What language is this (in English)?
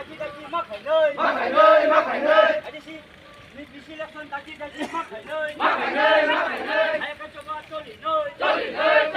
Kok Borok